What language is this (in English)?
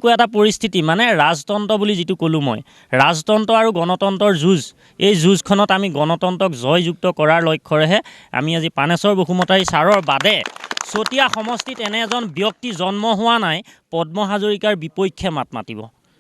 Assamese